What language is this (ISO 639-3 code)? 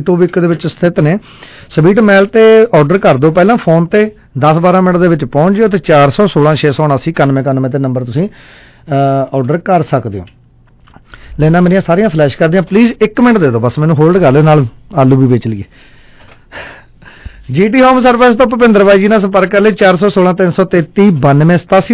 pan